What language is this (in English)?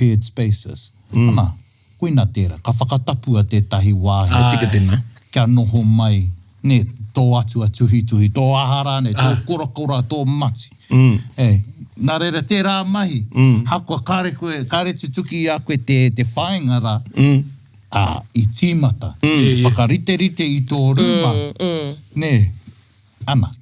Māori